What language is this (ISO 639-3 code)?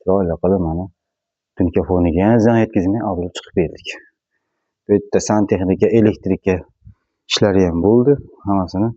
uzb